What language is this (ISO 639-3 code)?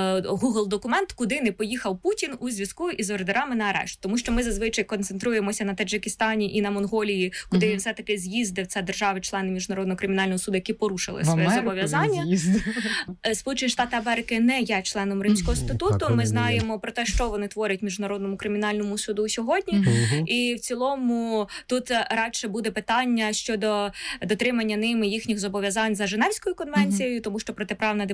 ukr